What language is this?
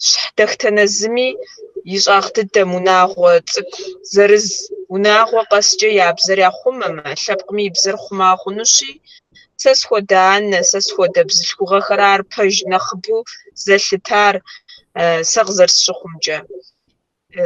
Kabardian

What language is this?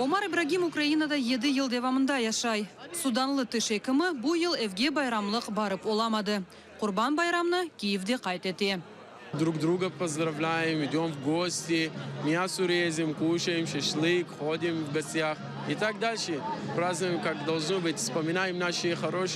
Crimean Tatar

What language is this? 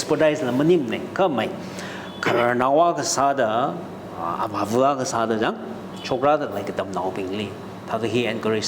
Tangkhul Naga (India)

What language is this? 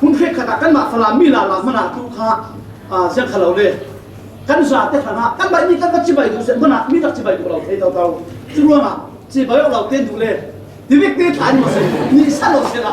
Falam Chin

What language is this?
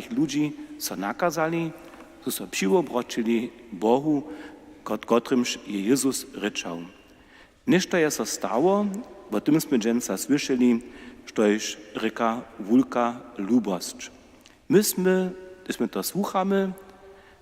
Upper Sorbian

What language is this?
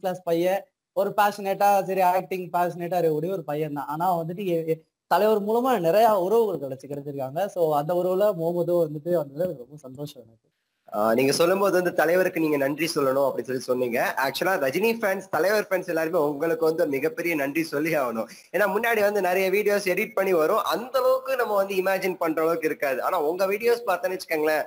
Tamil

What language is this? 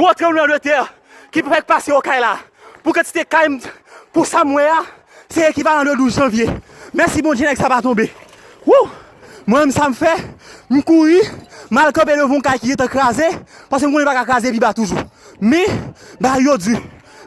Haitian Creole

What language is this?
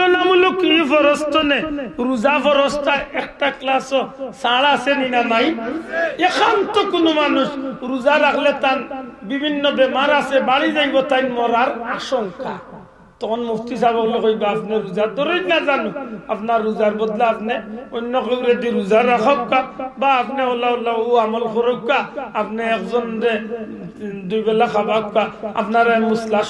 Sylheti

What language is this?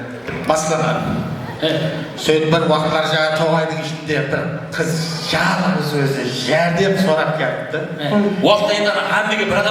Kara-Kalpak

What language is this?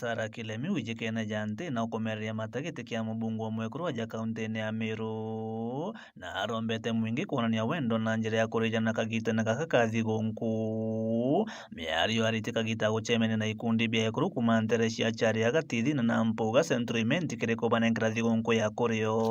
Meru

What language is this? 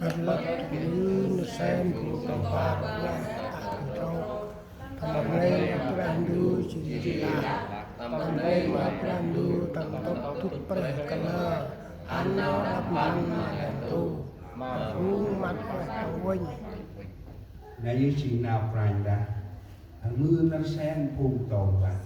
Central Mnong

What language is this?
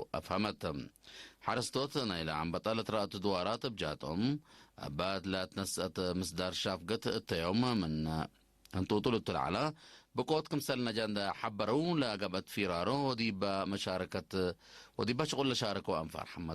Tigre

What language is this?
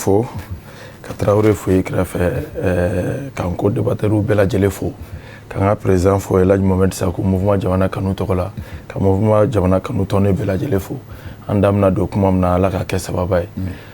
Bambara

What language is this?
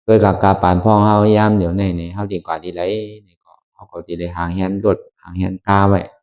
Shan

